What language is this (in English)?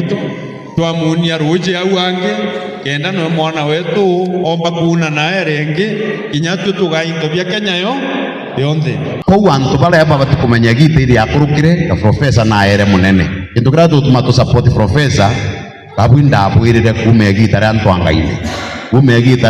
Meru